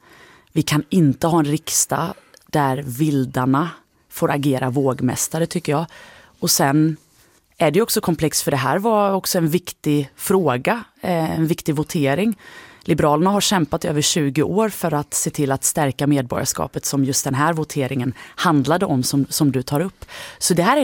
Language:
Swedish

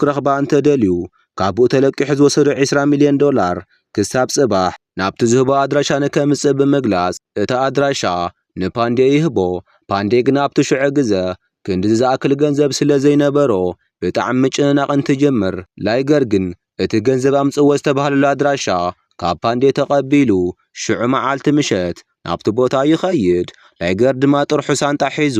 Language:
Tigrinya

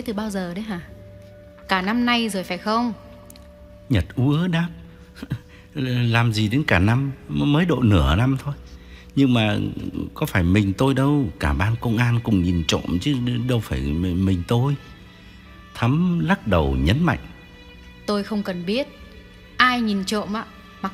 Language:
Vietnamese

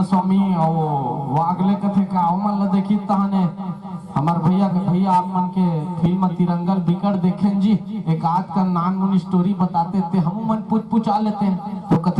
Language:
Chhattisgarhi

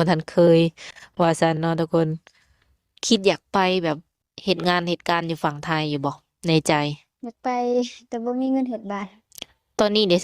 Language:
Lao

